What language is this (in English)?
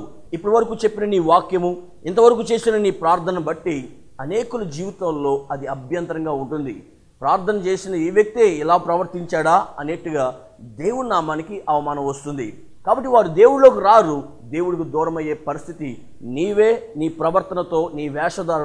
Telugu